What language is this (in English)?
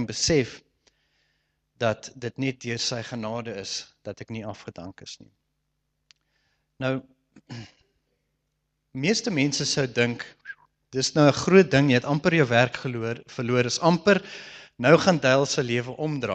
Afrikaans